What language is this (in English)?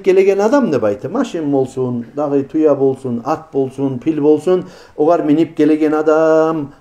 Kumyk